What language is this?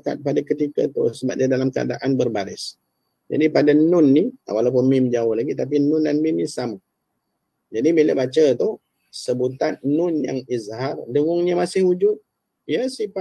Malay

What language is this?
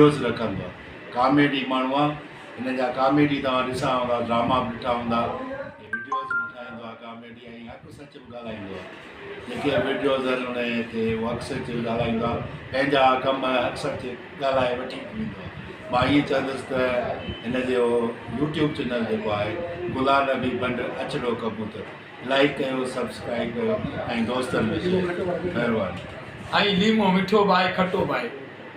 Sindhi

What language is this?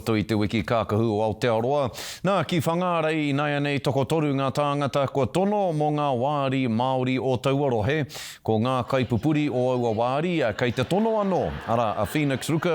Māori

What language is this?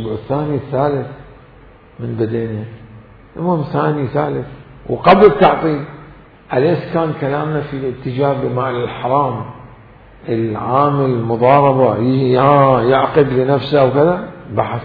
Mesopotamian Arabic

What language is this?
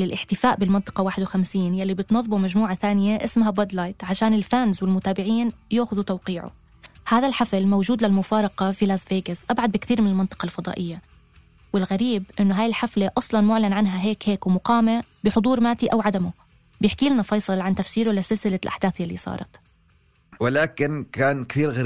North Levantine Arabic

